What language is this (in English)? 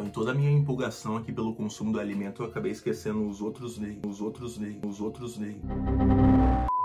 Portuguese